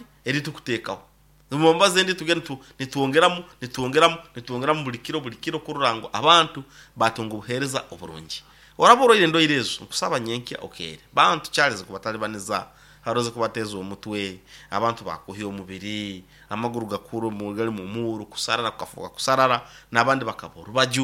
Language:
Nyoro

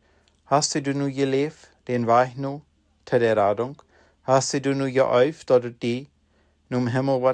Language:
Plautdietsch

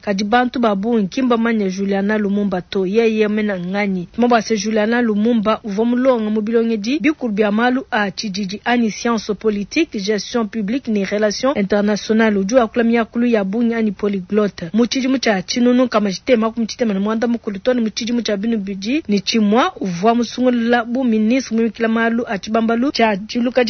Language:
Luba-Lulua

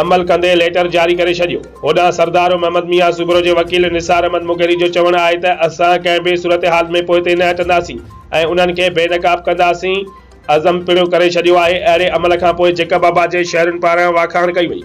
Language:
Sindhi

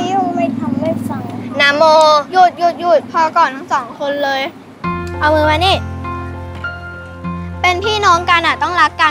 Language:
Thai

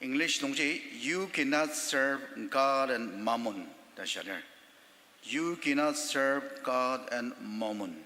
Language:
Ao Naga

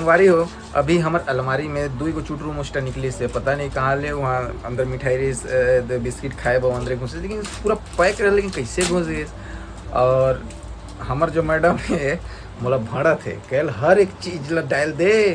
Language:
Chhattisgarhi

